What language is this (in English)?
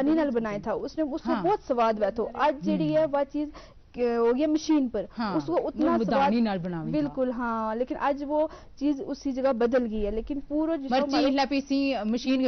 Gujari